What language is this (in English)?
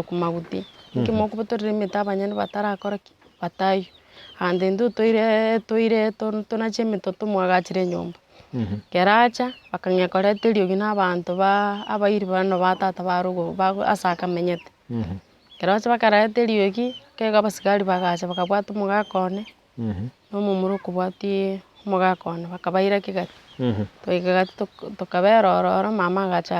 Gusii